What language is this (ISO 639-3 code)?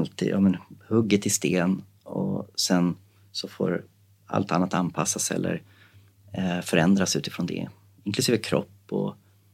swe